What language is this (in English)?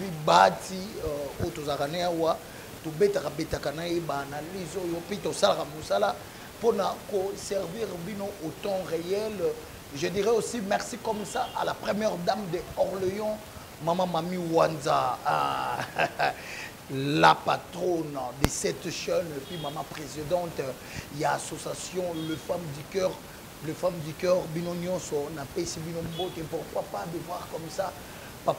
Lingala